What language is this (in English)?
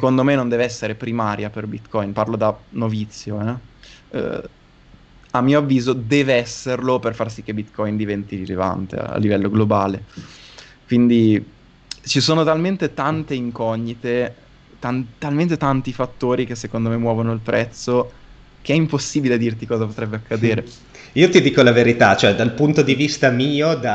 Italian